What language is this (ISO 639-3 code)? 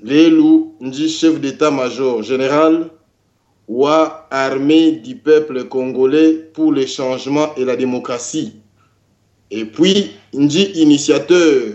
lua